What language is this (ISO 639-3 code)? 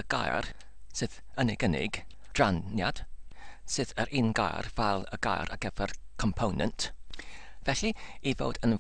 cym